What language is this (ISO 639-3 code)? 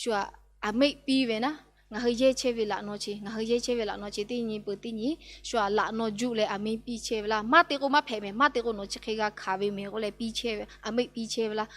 lhu